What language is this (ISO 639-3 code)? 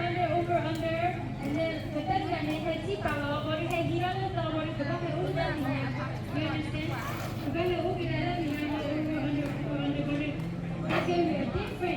ksw